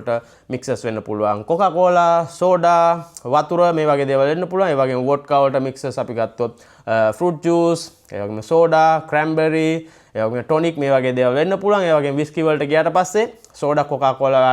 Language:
Sinhala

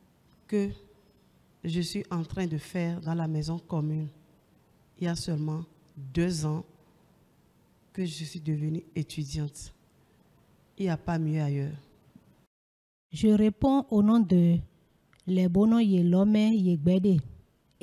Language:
French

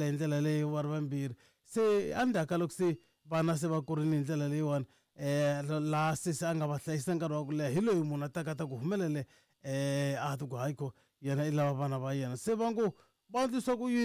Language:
Tsonga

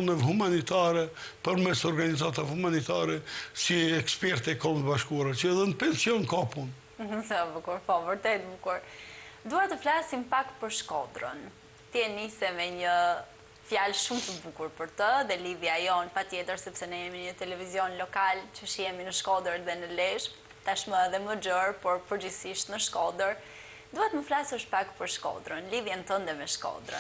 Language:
Albanian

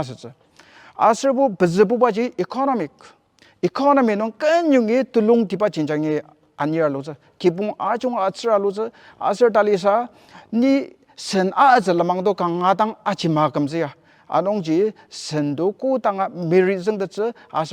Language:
Ao Naga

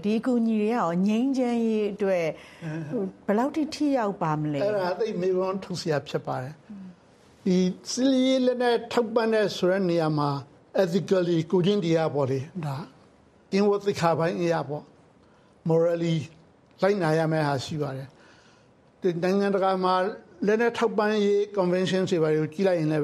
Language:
Burmese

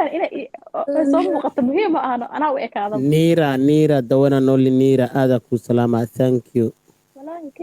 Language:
Somali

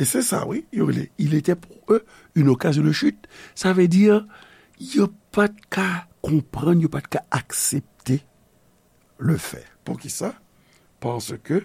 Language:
Haitian Creole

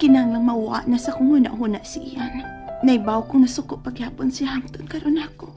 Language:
Cebuano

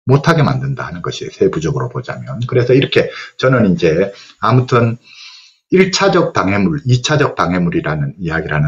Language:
Korean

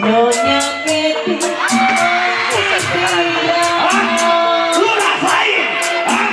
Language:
Betawi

